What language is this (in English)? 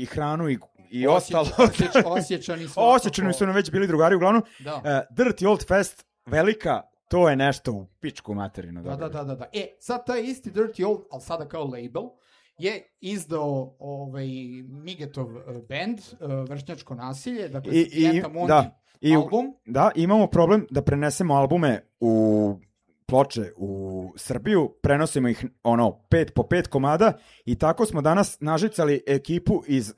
Serbian